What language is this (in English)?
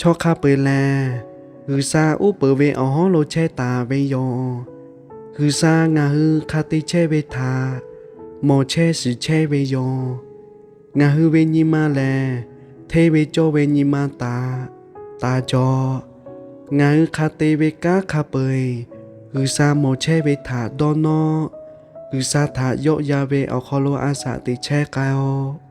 Lahu